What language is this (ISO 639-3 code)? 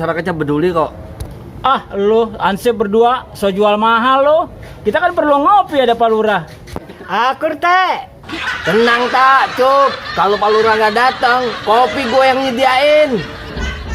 bew